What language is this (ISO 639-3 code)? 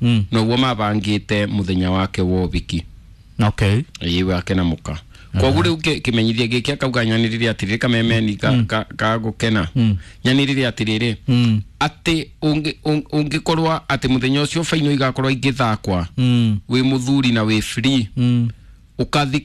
kik